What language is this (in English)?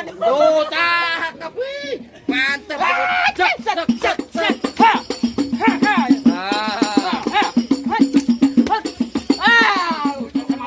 Betawi